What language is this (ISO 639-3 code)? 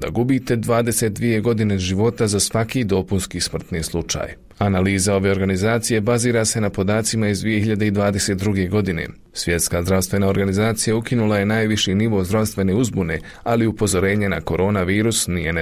bos